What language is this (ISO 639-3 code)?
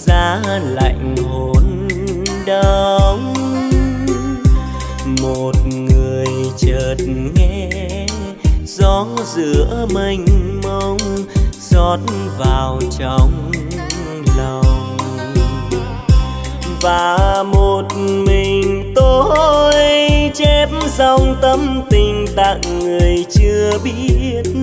vie